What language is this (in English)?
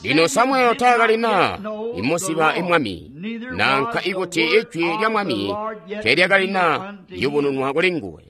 Tonga (Zambia)